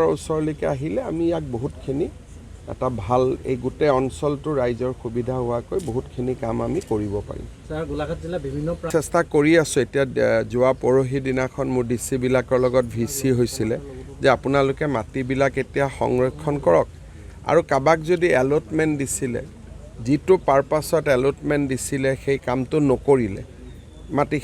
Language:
Assamese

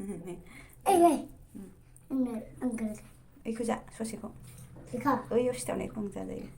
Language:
Bodo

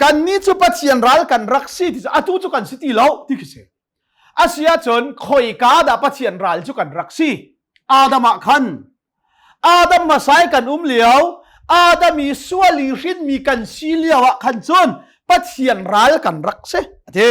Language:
Hakha Chin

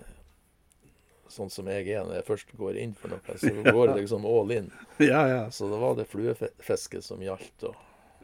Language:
Norwegian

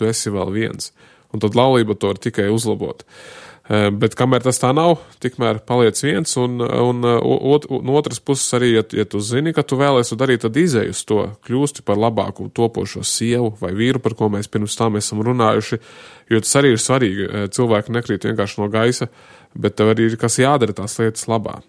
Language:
Latvian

